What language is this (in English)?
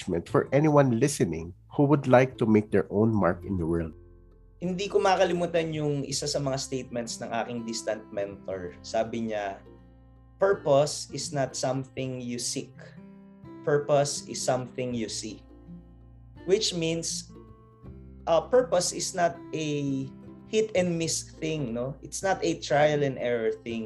Filipino